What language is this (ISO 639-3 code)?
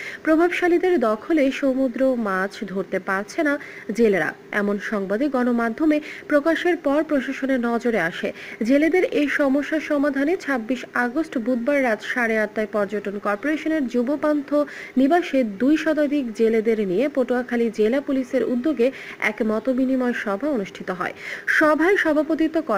ben